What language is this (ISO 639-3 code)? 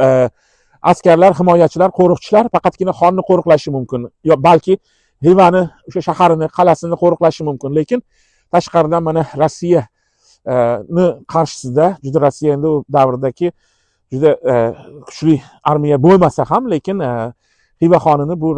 uzb